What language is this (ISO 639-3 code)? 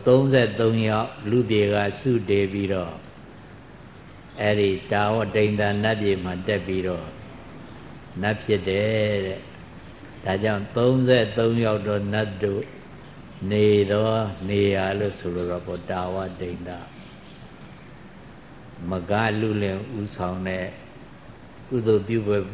mya